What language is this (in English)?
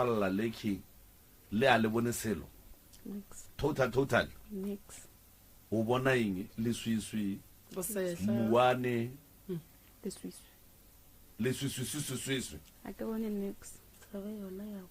Northern Sotho